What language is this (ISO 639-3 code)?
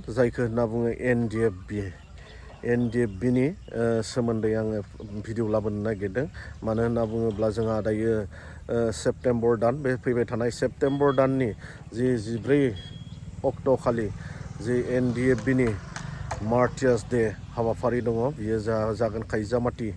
brx